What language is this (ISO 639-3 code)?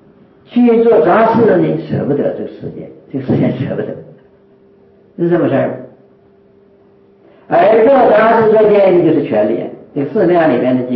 zho